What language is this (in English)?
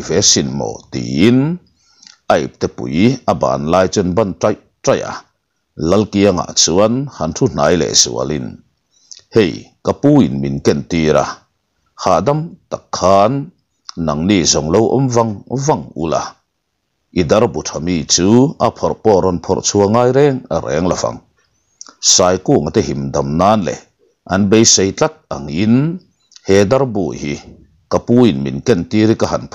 Mizo